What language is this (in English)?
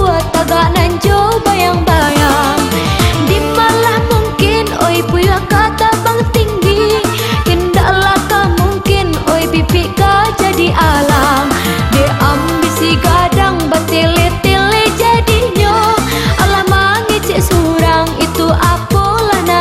Minangkabau